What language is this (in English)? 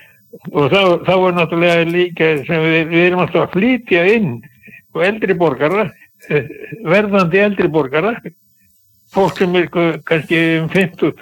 Icelandic